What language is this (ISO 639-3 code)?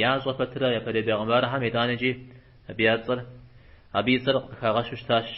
kbd